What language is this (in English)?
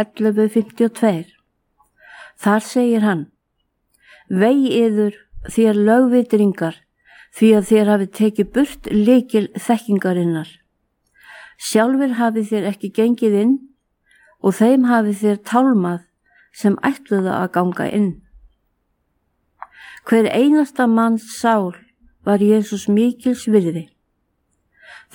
Icelandic